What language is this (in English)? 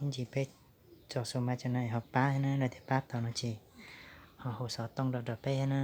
Hmong